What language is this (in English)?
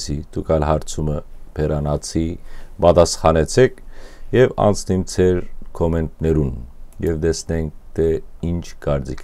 Western Armenian